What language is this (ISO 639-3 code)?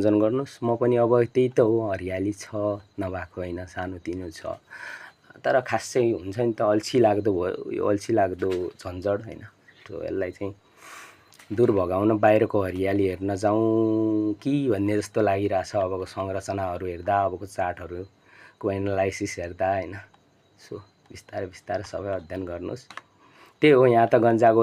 nep